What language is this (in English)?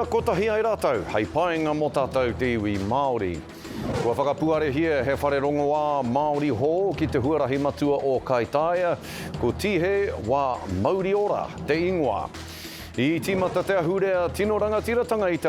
Māori